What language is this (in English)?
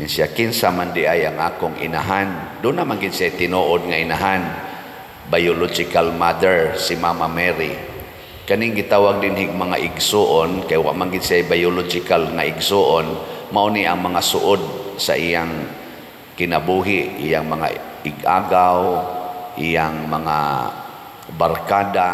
Cebuano